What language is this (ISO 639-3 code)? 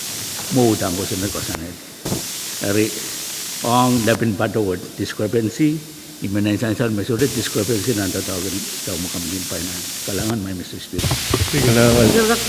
pon